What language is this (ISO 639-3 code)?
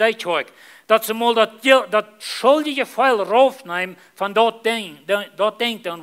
pdt